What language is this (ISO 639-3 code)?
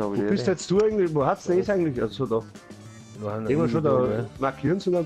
bar